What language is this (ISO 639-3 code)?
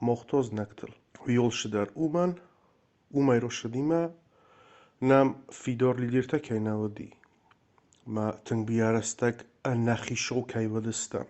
oss